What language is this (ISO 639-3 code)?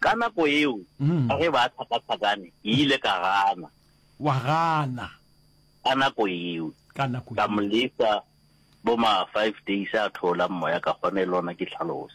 nso